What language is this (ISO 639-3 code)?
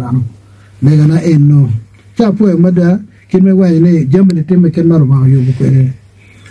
ach